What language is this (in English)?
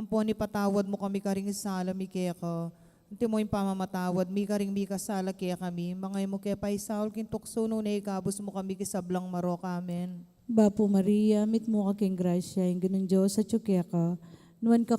Pampanga